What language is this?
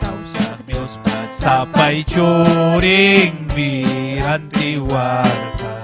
Ayacucho Quechua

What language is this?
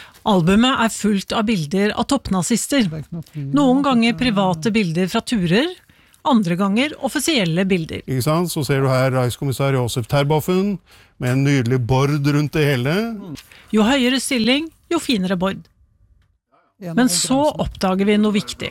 Norwegian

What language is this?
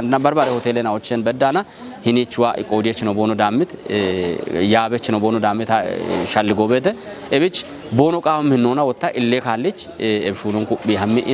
Kafa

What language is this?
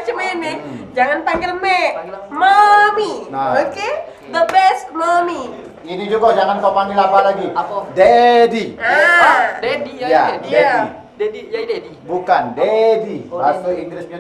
Musi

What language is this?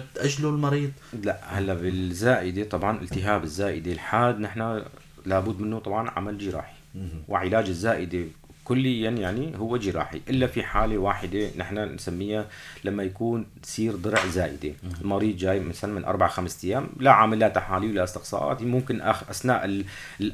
North Levantine Arabic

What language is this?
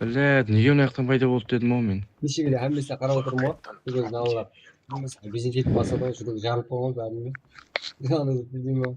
Kara-Kalpak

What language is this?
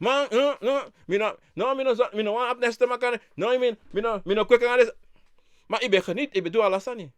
Sranan Tongo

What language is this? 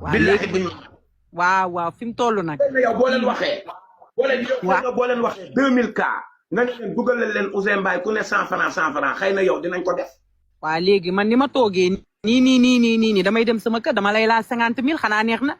Wolof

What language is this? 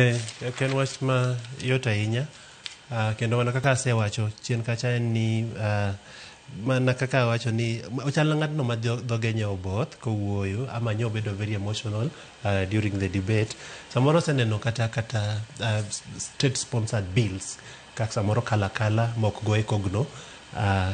Luo (Kenya and Tanzania)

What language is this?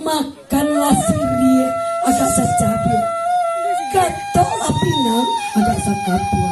Minangkabau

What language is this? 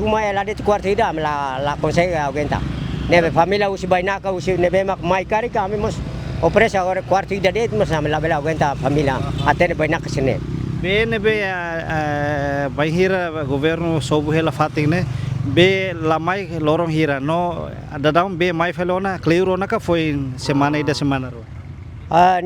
Tetum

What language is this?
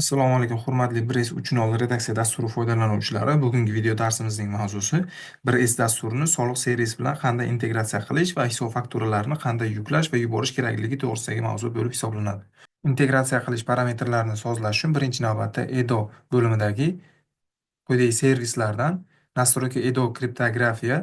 Uzbek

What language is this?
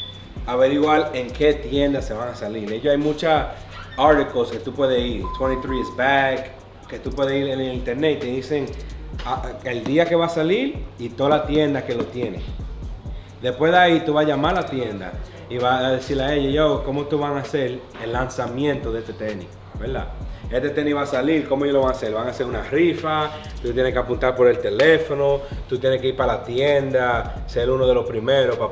Spanish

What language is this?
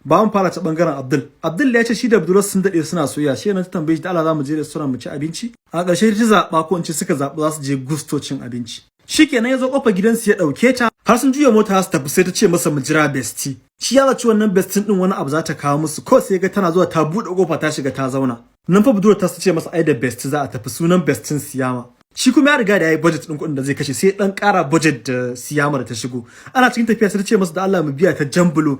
Hausa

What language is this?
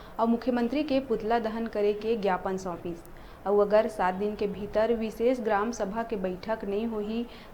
Chhattisgarhi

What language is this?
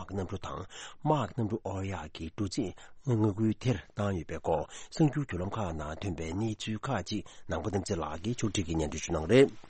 Tibetan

